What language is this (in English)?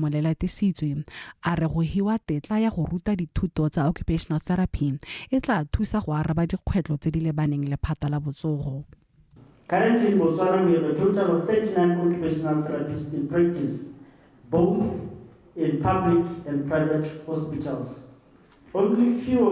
Tswana